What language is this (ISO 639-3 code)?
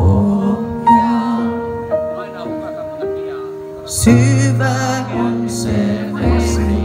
fin